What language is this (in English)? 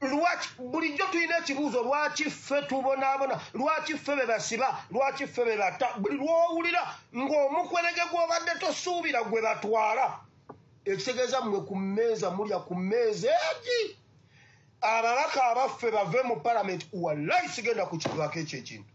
Ganda